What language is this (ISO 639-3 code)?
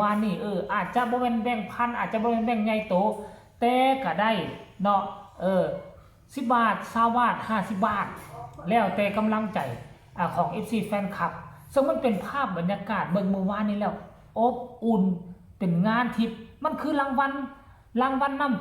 lao